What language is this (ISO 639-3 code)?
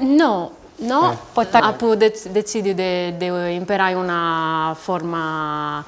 srd